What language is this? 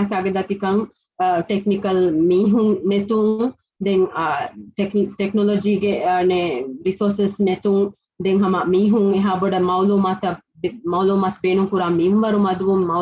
Divehi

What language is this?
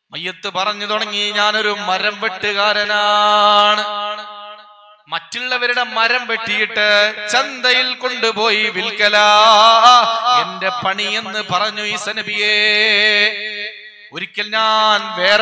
Malayalam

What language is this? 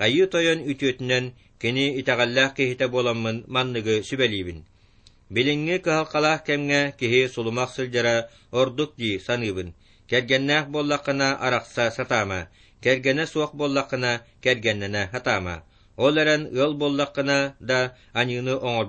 Yakut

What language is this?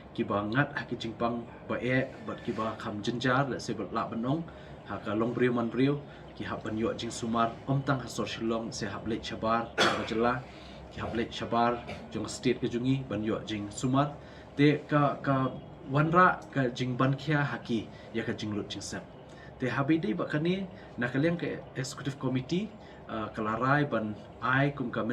Khasi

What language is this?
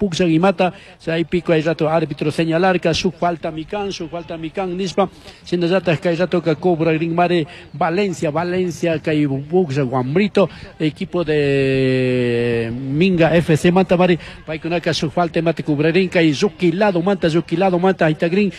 Chimborazo Highland Quichua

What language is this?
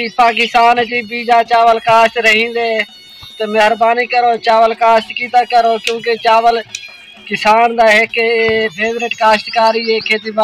Saraiki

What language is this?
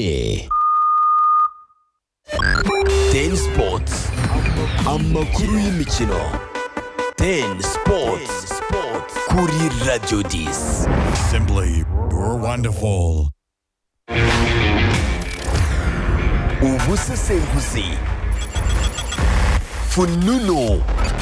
Kinyarwanda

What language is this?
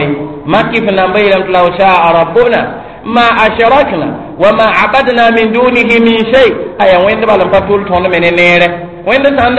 Mossi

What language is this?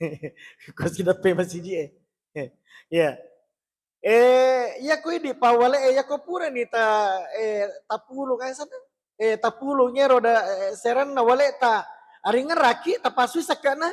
Buginese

